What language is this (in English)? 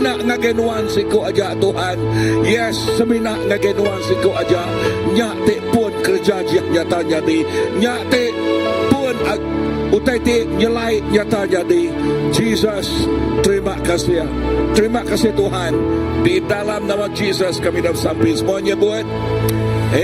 Iban